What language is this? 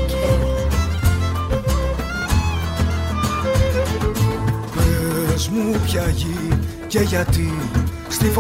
Greek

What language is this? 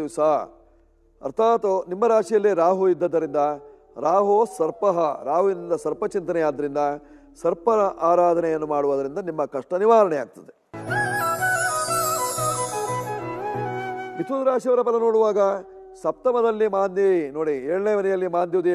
Kannada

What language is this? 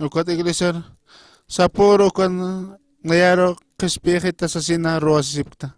Aymara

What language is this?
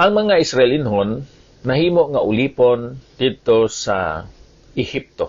Hiligaynon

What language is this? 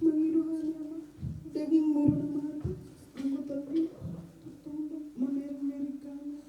Batak Toba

